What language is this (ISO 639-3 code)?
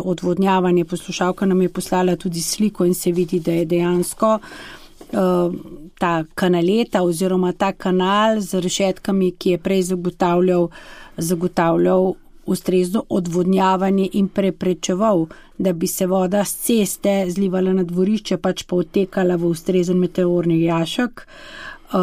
slv